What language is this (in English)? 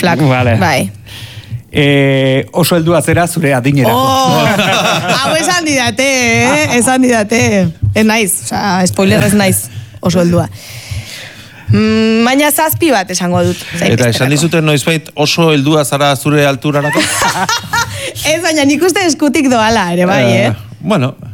Basque